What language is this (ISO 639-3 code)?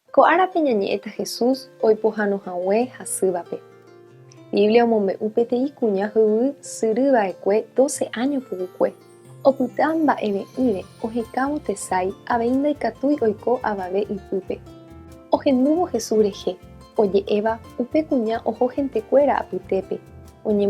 grn